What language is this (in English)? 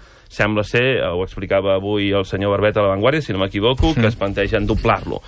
Catalan